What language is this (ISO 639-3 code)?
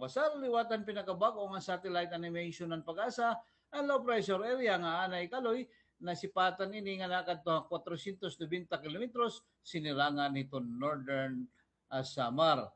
war